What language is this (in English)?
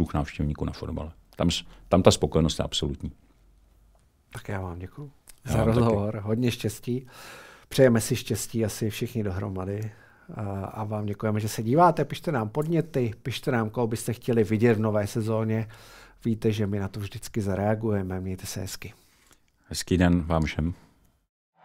Czech